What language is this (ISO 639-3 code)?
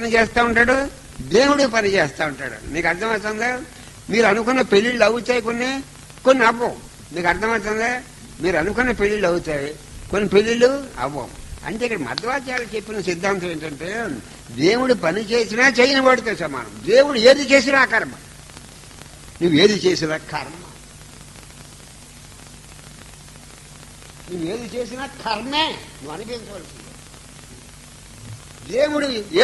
tel